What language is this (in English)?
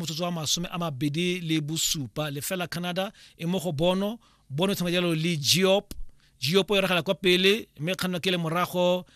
Tswana